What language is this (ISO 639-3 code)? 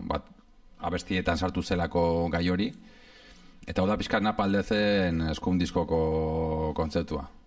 eus